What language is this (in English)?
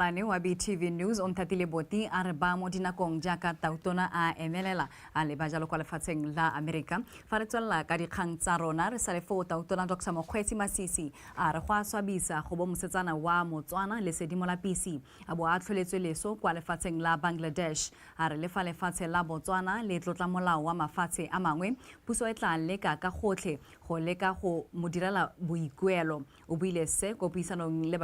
Tswana